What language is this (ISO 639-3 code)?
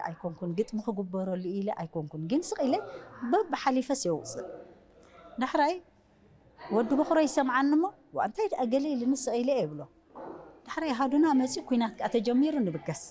tir